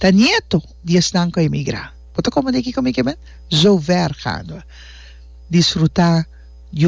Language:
Papiamento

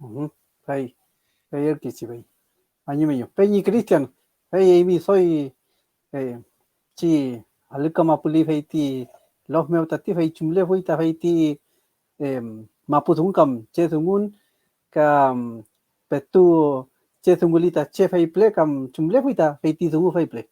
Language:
Mapuche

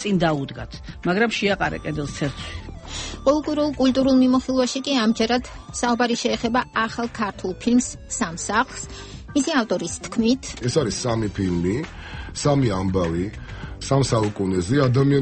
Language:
Georgian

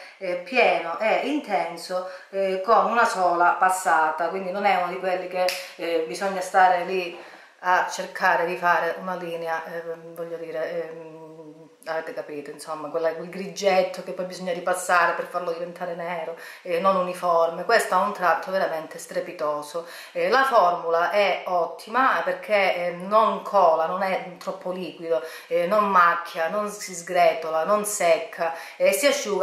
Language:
Italian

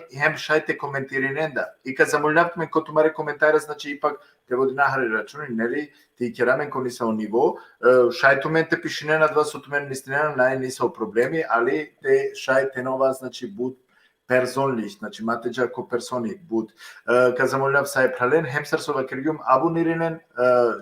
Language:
Balkan Romani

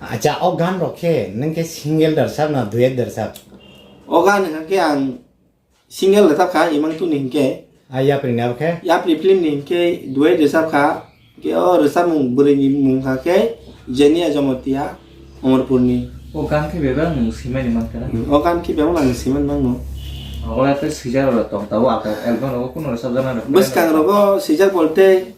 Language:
Kok Borok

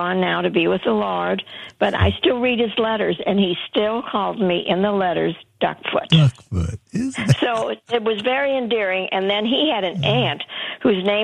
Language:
English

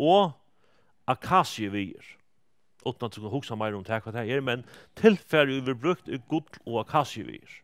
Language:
Faroese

